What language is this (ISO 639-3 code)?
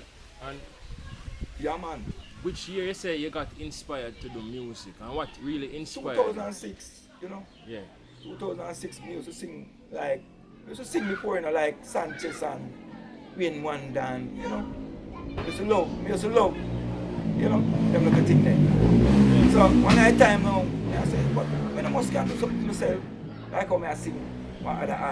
jam